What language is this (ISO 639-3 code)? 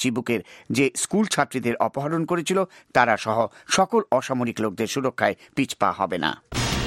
ben